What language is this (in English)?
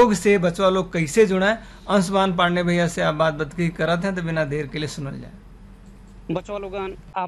Bhojpuri